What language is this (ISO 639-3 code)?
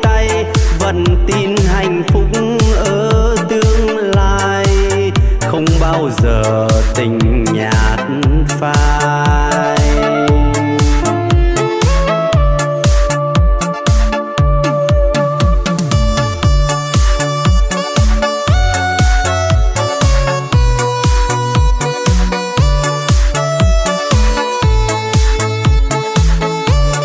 vie